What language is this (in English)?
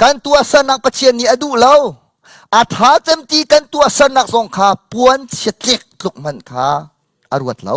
Hakha Chin